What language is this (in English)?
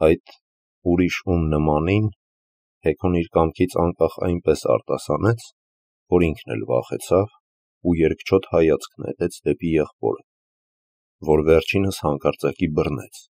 Armenian